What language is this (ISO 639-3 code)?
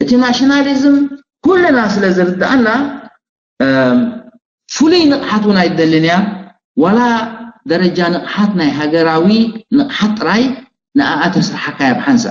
tir